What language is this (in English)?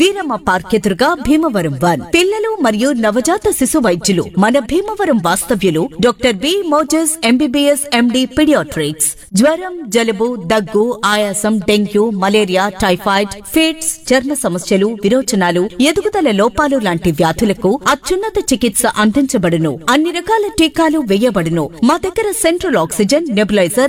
Telugu